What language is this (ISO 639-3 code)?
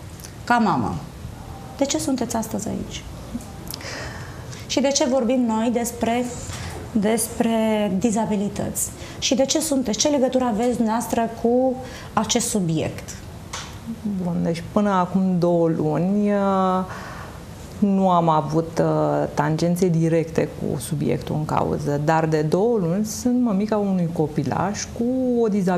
ron